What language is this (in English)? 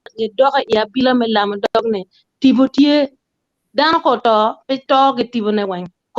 Acoli